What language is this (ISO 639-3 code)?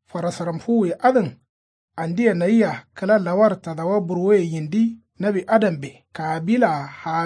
kau